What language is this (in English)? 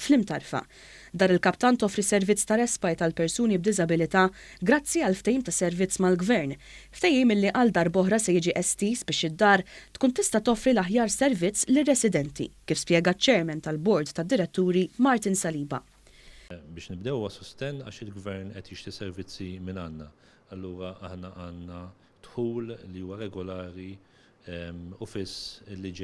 Maltese